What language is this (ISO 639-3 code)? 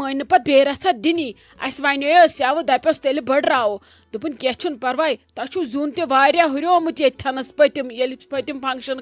kas